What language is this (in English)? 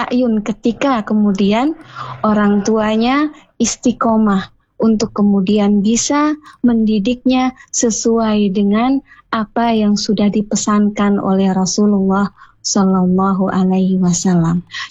Indonesian